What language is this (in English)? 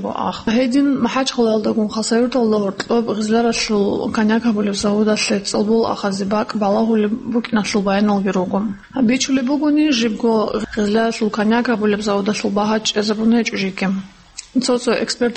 Avaric